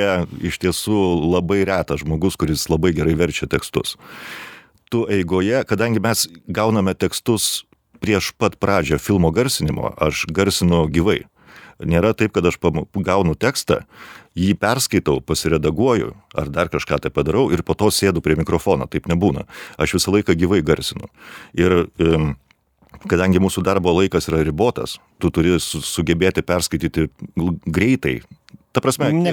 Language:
Lithuanian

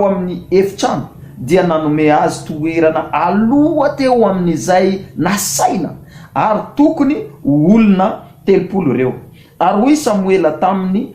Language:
Malagasy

